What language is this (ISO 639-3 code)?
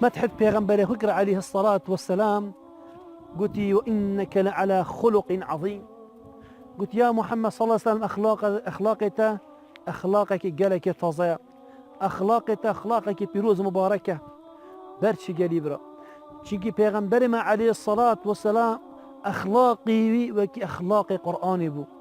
kur